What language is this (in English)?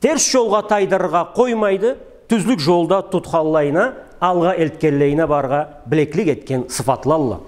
Karachay-Balkar